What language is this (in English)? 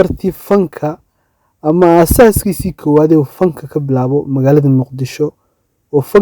Somali